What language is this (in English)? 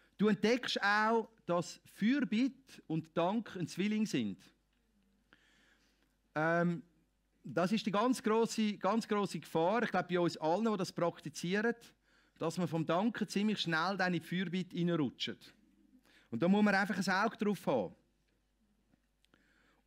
German